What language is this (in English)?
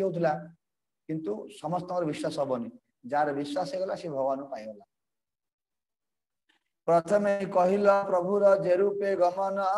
Odia